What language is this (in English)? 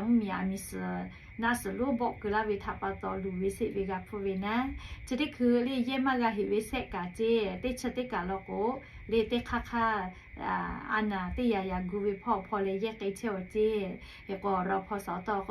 Lahu